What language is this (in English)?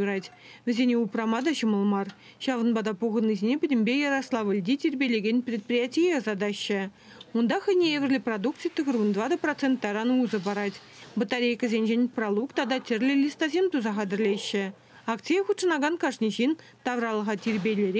Chuvash